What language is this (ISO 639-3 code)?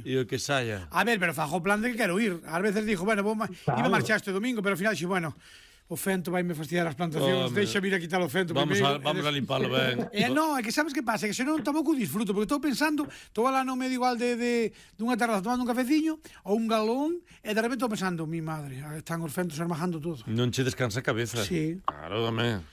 glg